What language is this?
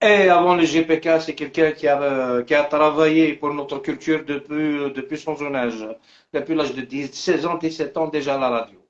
Algerian Arabic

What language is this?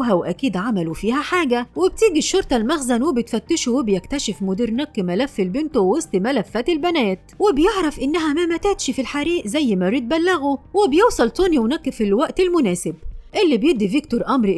Egyptian Arabic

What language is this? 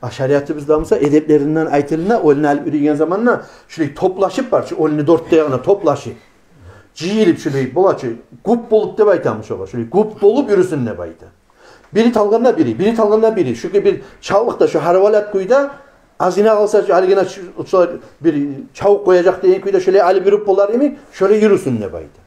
Kumyk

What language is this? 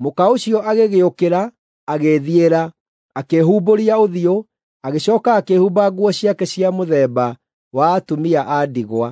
Kikuyu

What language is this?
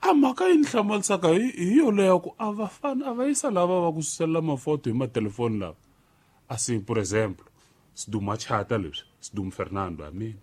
Tsonga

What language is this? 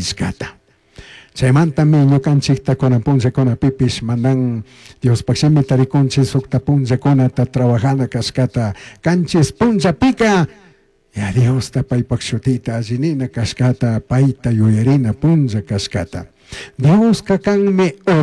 Chimborazo Highland Quichua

